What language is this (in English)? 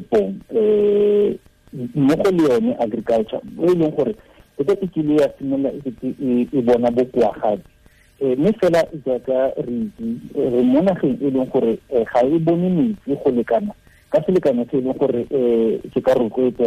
Tswana